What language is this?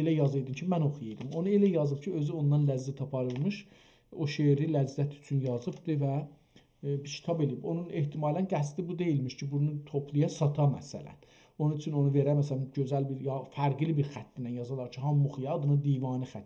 South Azerbaijani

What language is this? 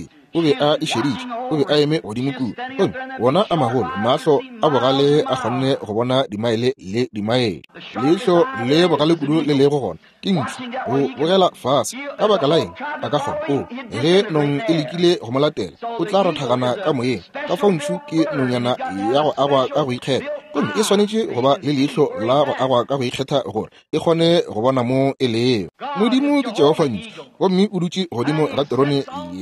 Northern Sotho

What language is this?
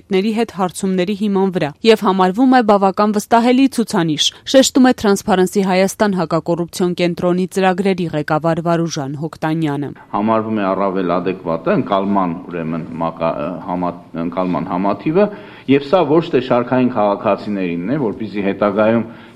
Armenian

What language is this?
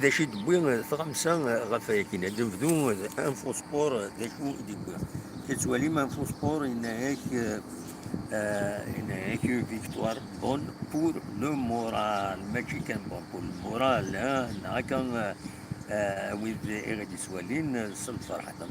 Kabyle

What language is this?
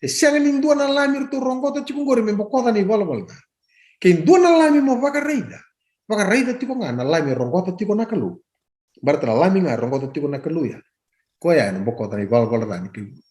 Fijian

